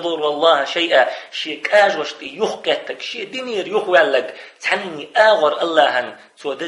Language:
Chechen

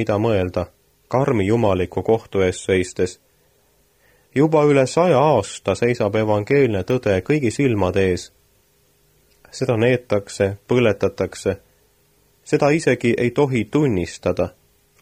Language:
Estonian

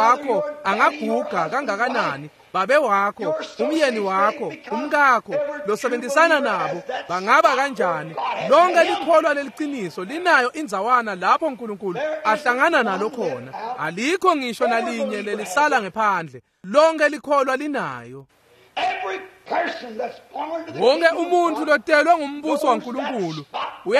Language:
Swati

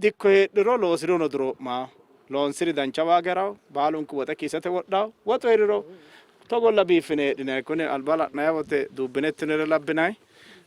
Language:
Sidamo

